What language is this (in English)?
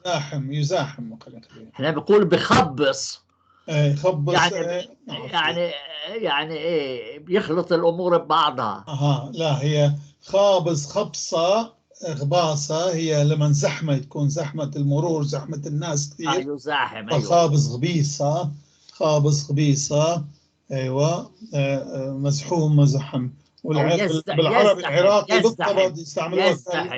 North Levantine Arabic